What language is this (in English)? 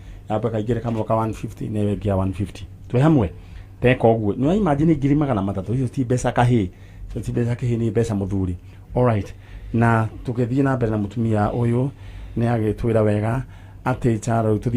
Kikuyu